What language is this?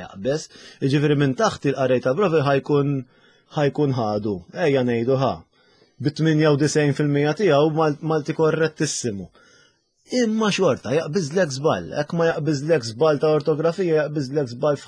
Maltese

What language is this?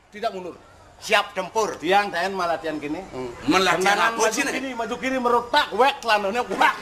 Balinese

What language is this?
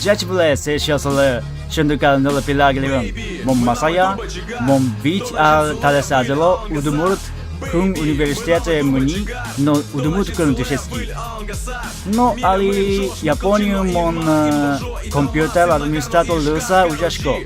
Udmurt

